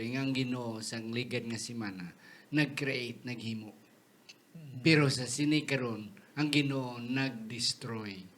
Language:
Hiligaynon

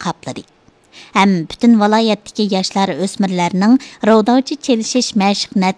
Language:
Uyghur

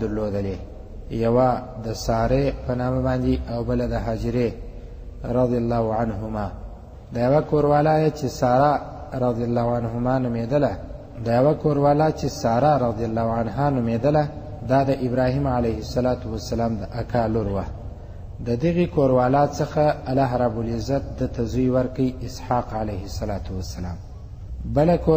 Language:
Pashto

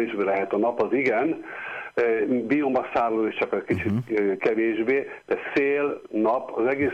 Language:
Hungarian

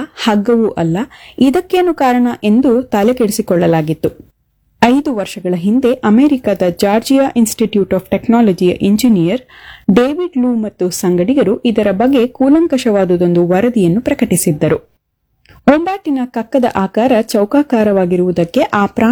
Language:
Kannada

